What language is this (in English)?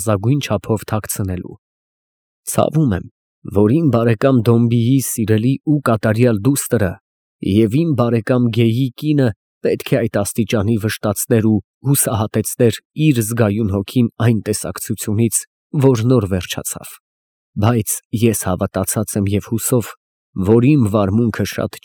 Armenian